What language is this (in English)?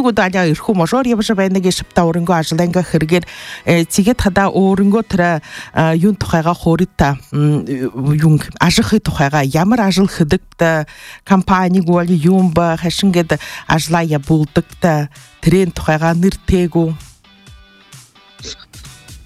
Buriat